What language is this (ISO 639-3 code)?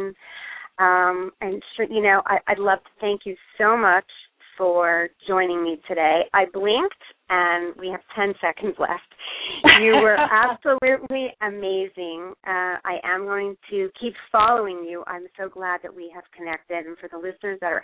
eng